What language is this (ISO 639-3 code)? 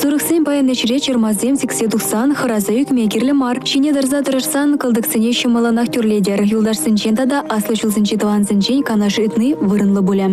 chv